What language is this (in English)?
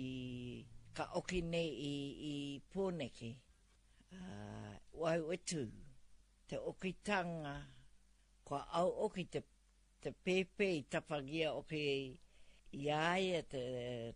Māori